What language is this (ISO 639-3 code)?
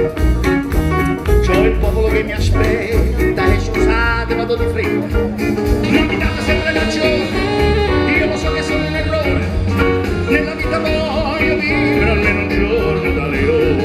ita